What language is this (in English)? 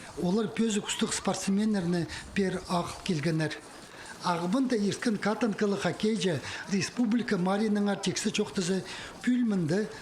Khakas